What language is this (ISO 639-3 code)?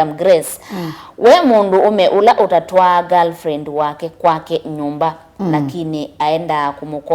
kam